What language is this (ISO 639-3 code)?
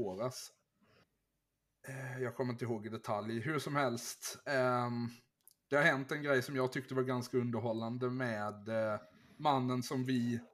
swe